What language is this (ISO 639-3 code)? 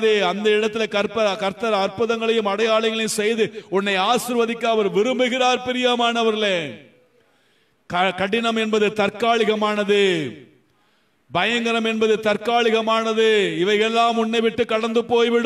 tam